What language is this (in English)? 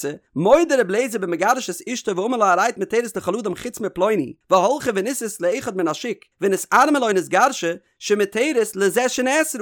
Yiddish